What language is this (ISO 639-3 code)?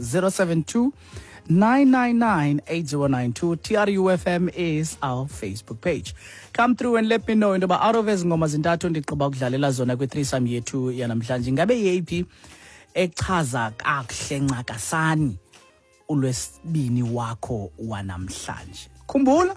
xho